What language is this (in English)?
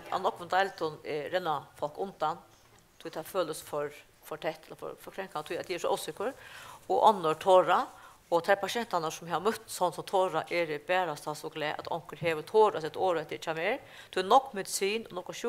Faroese